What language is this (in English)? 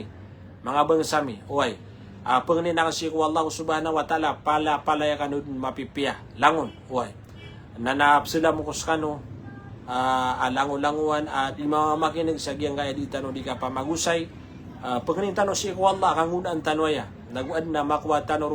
Maranao